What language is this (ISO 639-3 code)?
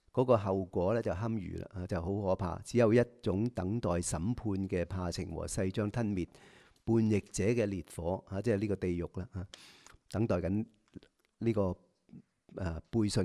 yue